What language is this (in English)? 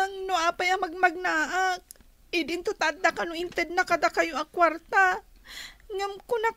Iloko